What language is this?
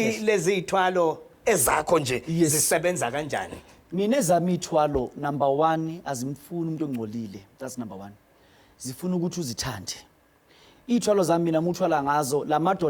Zulu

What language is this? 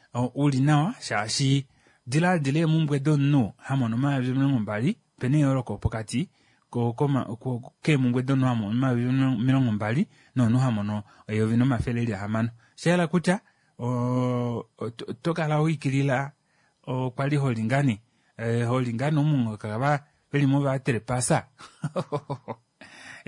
Kuanyama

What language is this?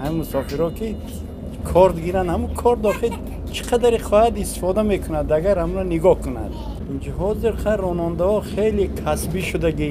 Tajik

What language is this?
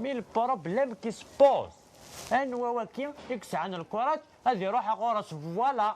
Kabyle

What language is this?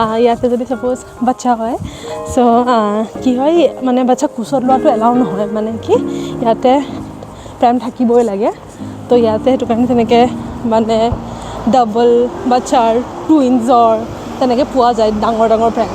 Assamese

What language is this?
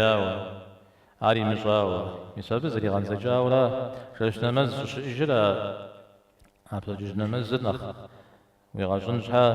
Kabardian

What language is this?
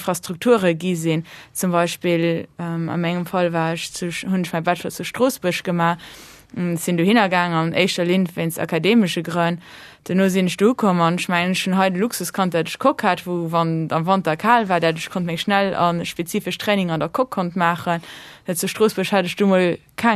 Luxembourgish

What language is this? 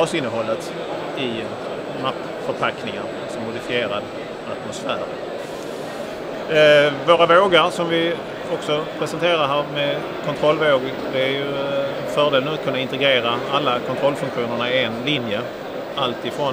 Swedish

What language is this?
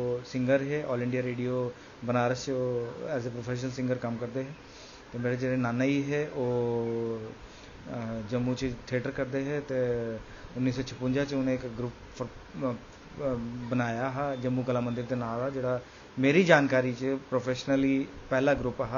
Dogri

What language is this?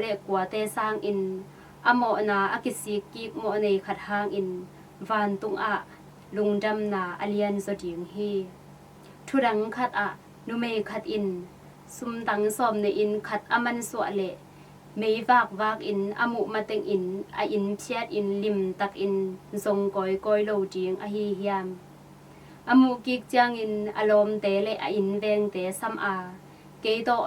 Tedim Chin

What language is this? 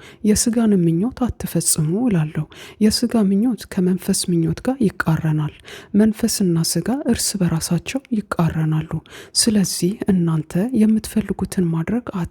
Amharic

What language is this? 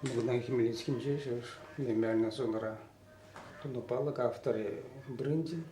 Chuvash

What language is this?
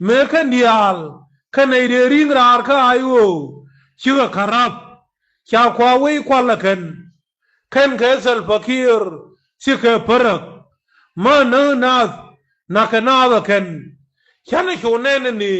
Nuer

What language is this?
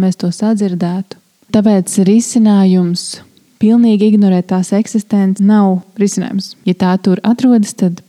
Latvian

